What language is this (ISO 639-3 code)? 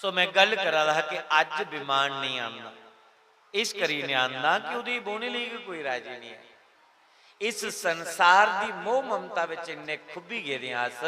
doi